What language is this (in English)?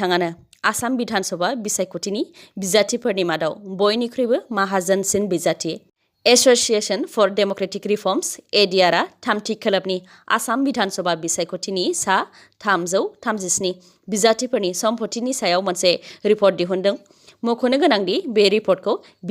Bodo